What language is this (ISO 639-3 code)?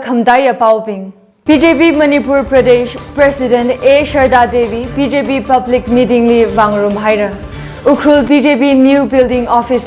nmf